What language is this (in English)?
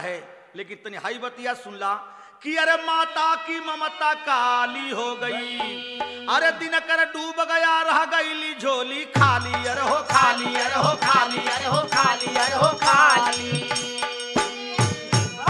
Bhojpuri